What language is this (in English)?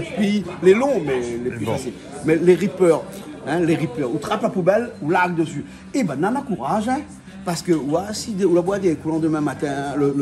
Réunion Creole French